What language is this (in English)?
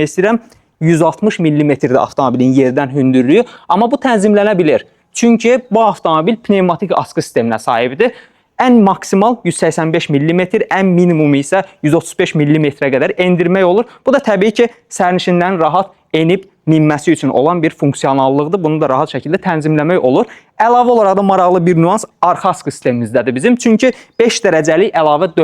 Azerbaijani